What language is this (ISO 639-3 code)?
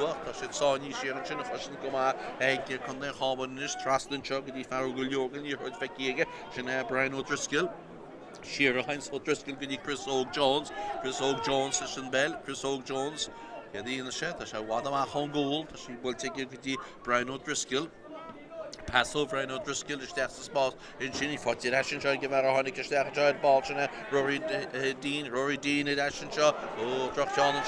gle